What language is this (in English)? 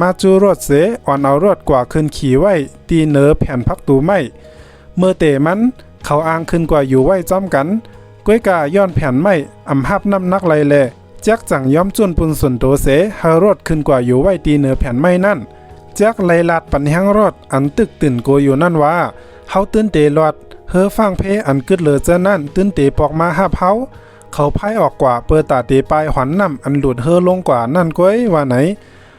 Shan